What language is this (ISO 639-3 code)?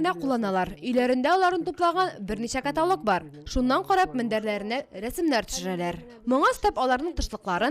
tat